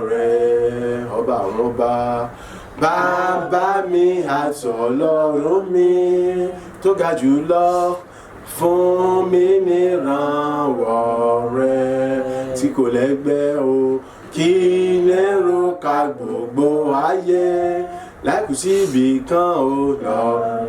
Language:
Yoruba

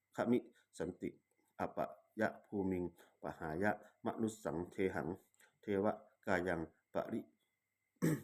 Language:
Pali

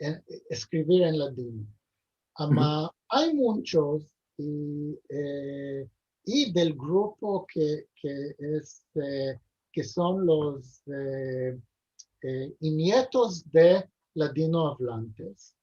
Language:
Ladino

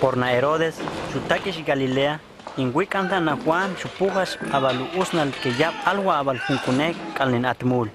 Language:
Huastec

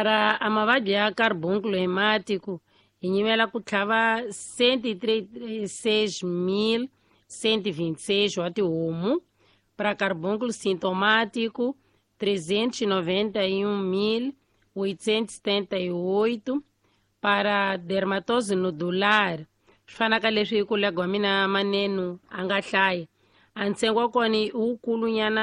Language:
Tsonga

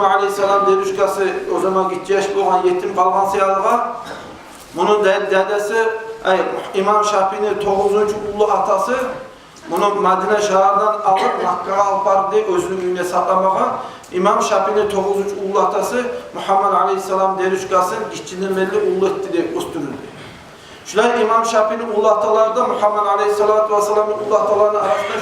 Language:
Kumyk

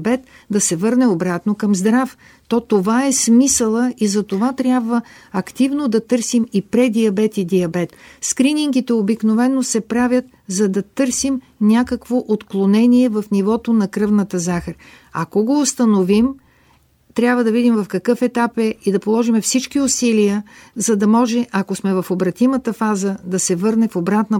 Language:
Bulgarian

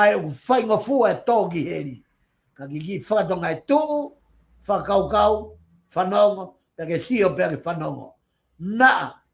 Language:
Tongan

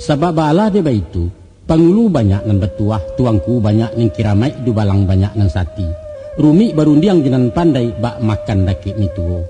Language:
Minangkabau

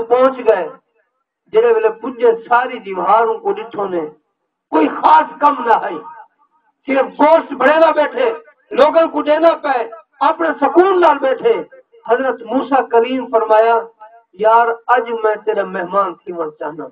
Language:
Saraiki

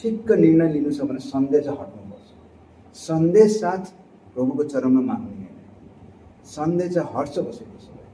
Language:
Nepali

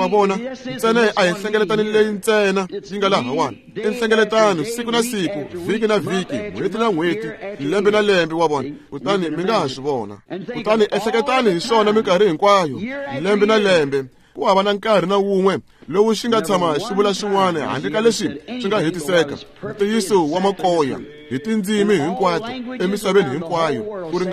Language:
Tsonga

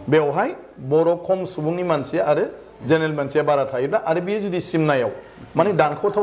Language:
Bodo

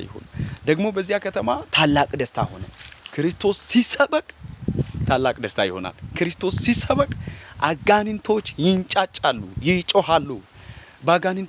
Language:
Amharic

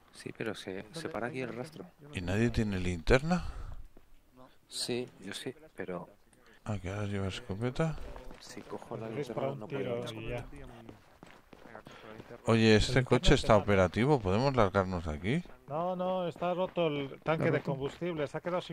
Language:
Spanish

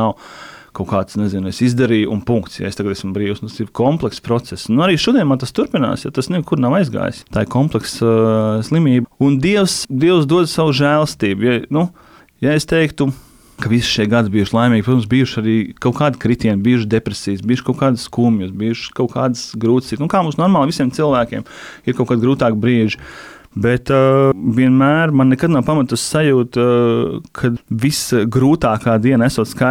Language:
Latvian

